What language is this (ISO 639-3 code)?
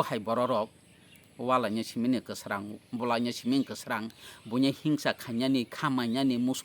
trp